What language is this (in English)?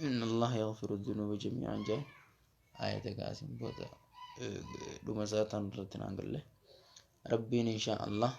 Oromo